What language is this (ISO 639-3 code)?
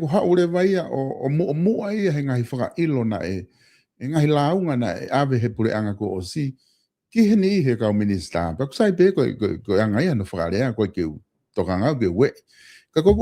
ton